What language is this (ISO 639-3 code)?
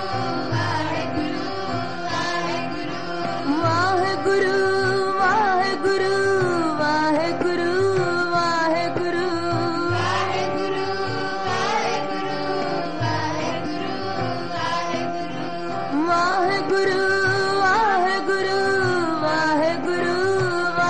pan